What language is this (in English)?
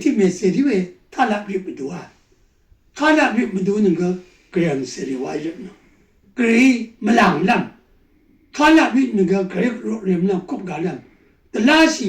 Rawang